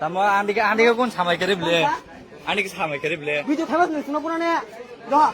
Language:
Kok Borok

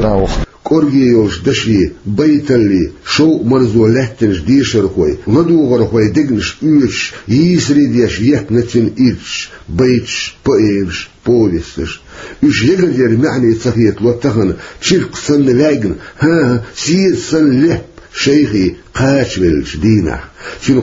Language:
Chechen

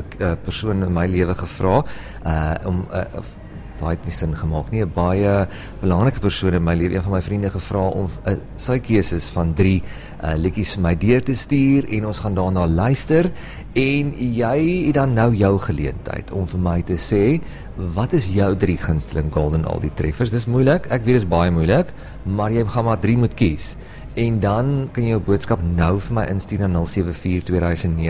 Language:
Afrikaans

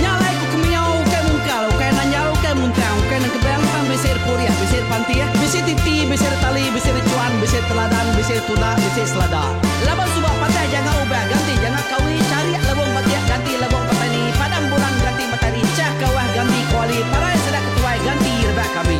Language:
Iban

